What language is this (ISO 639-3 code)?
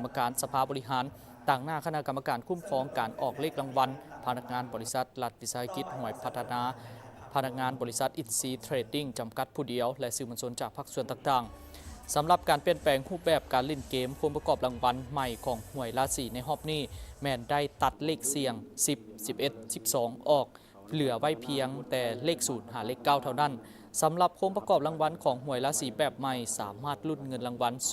lao